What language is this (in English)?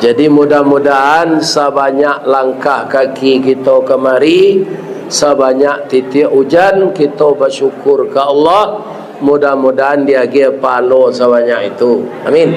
Minangkabau